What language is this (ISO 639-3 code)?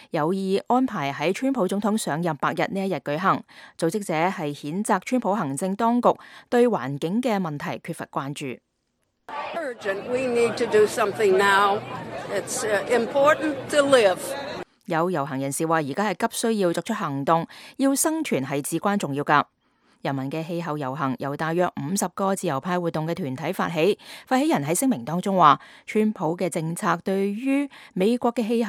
yue